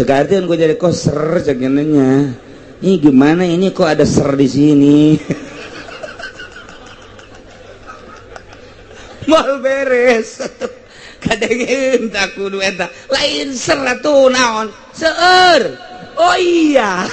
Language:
Sundanese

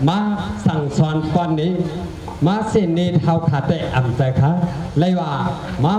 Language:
Shan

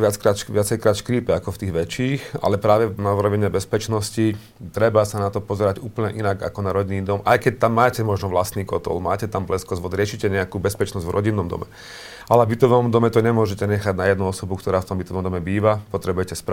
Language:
Slovak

